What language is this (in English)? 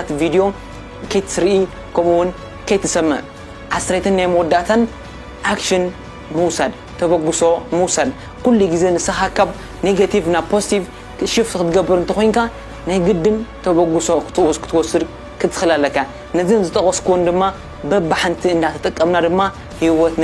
Tigrinya